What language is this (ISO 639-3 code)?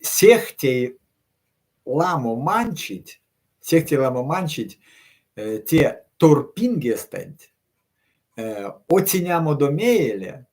myv